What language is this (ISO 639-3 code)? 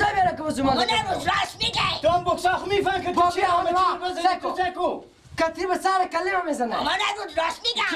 fas